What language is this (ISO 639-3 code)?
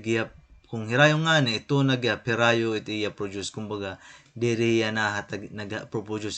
war